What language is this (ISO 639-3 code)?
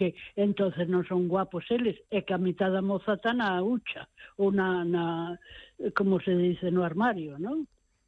glg